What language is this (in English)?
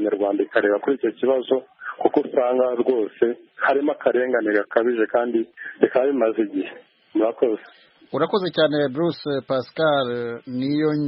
Kinyarwanda